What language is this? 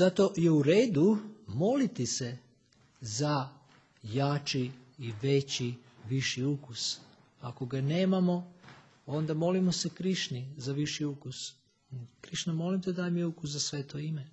Serbian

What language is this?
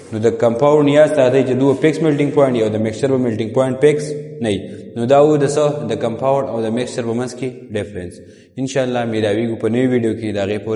Pashto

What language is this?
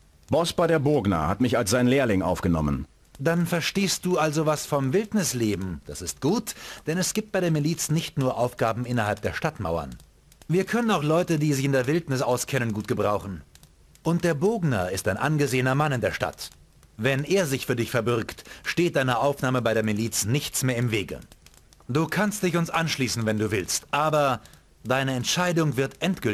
Bavarian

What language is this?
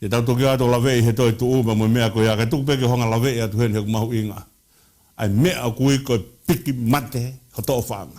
Tongan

